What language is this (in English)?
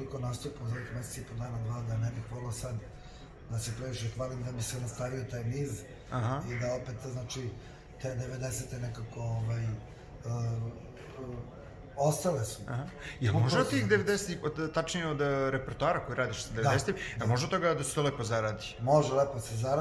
Serbian